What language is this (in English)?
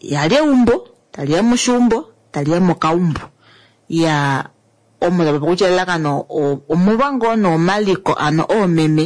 Kuanyama